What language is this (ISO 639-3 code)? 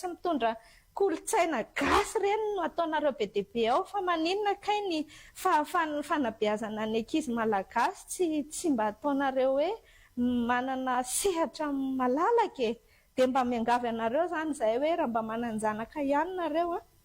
mlg